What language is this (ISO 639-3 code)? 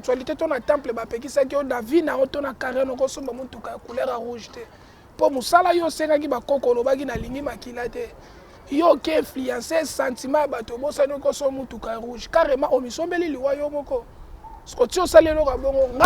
lin